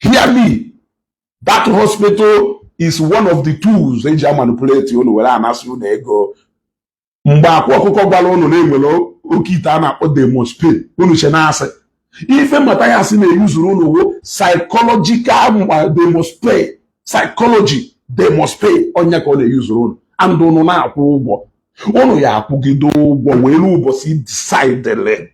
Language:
Igbo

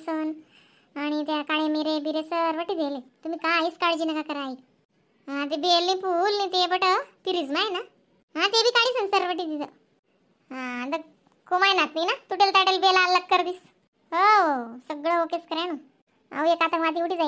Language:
Khandesi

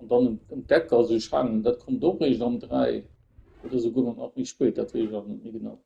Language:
Luxembourgish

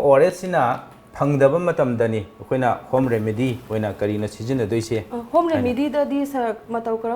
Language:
Manipuri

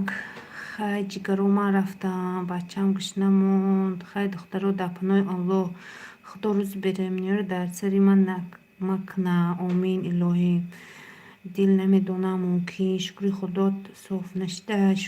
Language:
Tajik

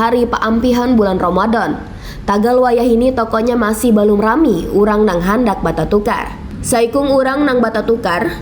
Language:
Banjar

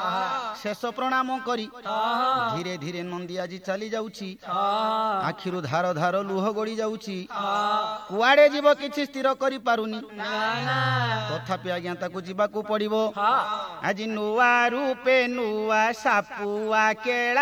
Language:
Odia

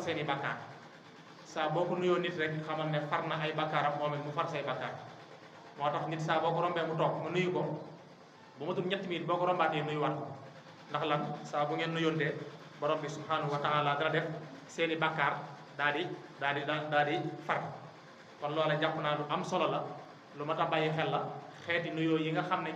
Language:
Wolof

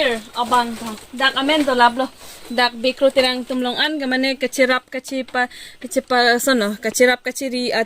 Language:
Karbi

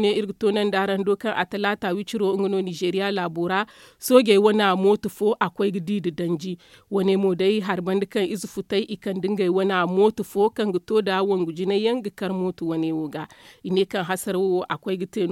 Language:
Zarma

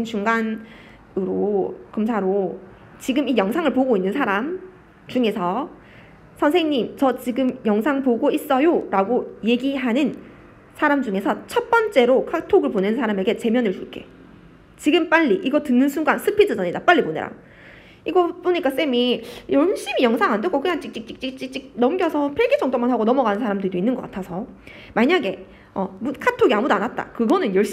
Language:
Korean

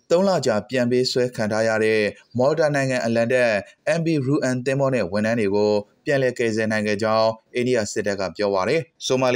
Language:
Burmese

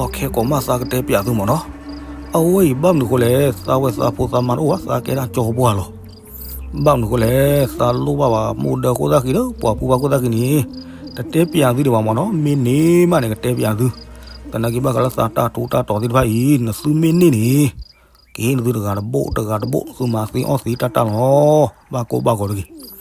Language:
S'gaw Karen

